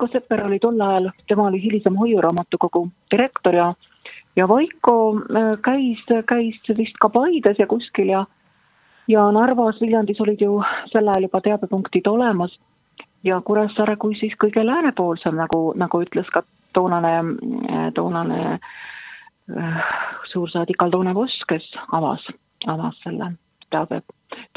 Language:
Estonian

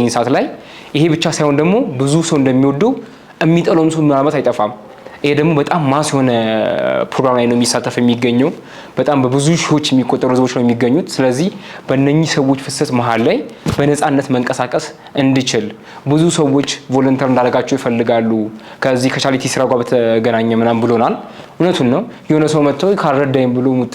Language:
Amharic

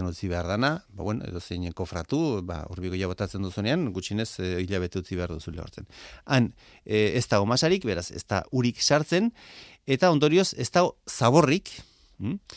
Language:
Basque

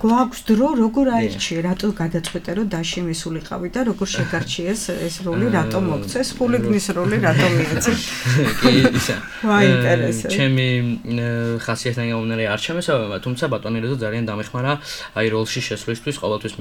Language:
Georgian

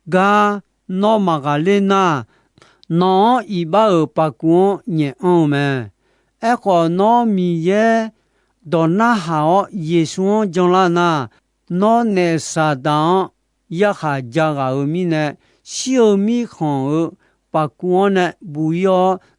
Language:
Akha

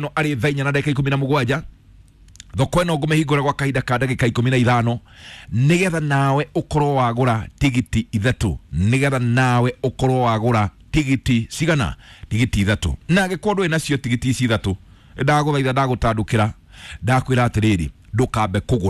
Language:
Kikuyu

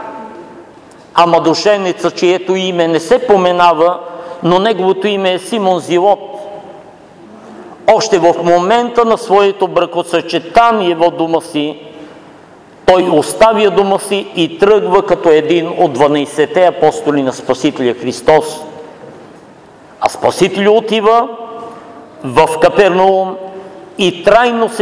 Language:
Bulgarian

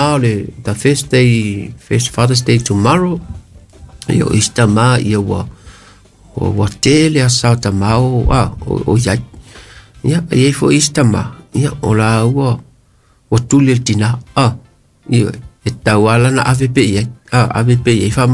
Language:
Samoan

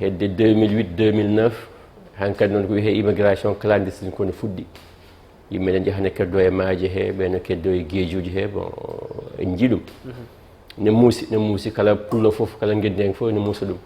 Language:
Fula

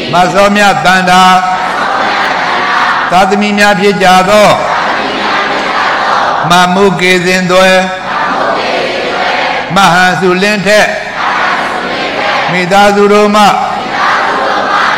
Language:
Burmese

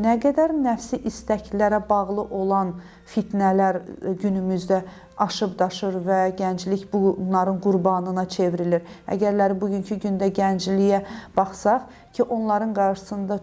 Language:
Azerbaijani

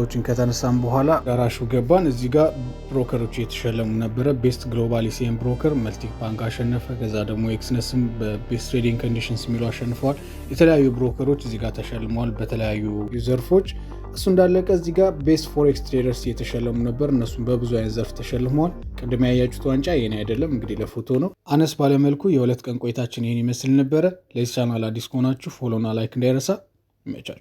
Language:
Amharic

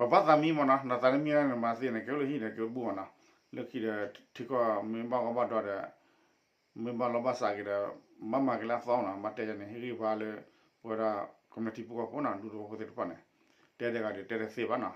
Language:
S'gaw Karen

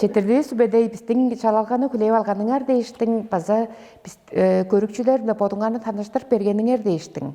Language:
Tuvinian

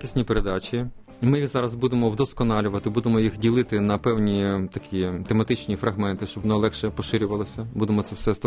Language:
Ukrainian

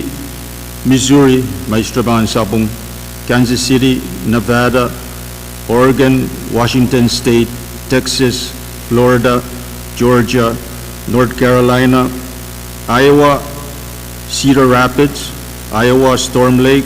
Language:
Pohnpeian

